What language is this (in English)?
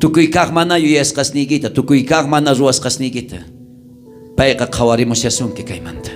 South Bolivian Quechua